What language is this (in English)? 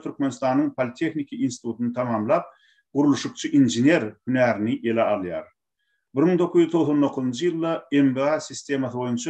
Turkmen